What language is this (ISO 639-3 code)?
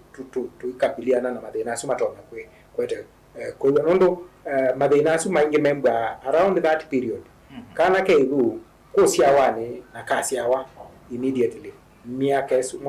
kam